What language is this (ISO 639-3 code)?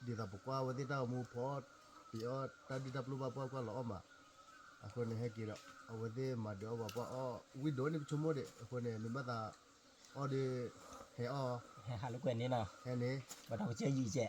ksw